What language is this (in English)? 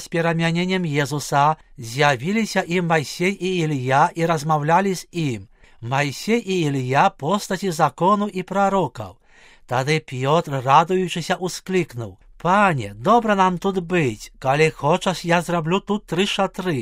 Belarusian